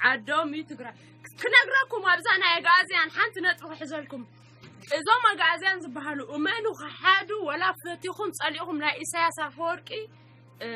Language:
Tigrinya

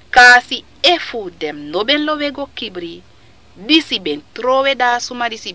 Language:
Sranan Tongo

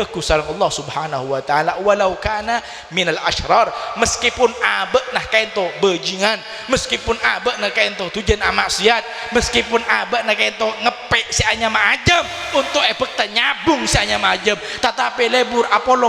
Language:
Madurese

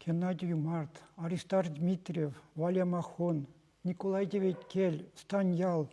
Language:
Chuvash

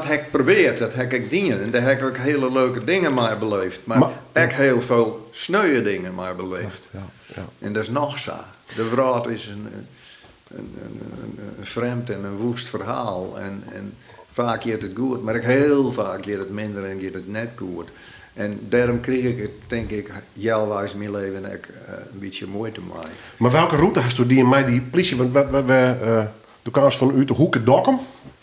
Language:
Western Frisian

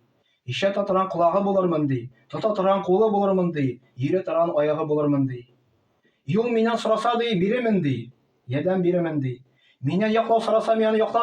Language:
Tatar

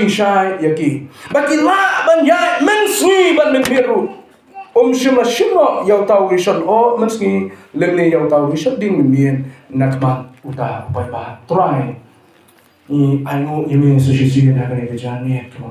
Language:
Khasi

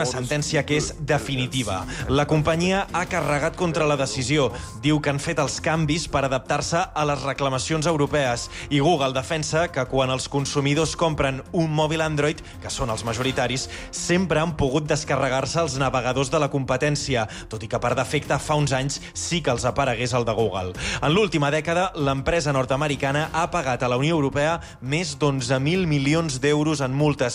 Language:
Catalan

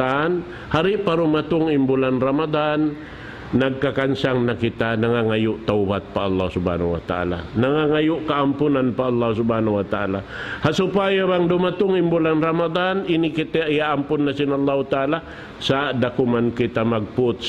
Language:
Tausug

